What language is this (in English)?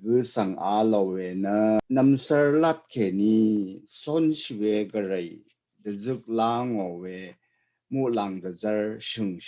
Rawang